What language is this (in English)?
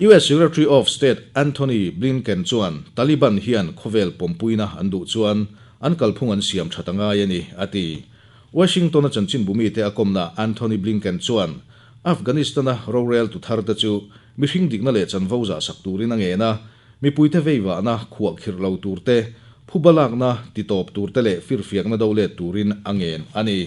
Mizo